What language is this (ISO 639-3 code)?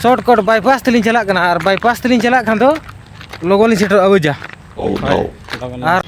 sat